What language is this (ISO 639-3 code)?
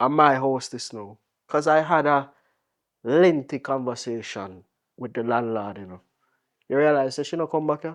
jam